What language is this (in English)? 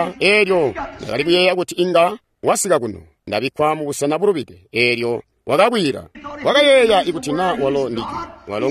Tonga (Zambia)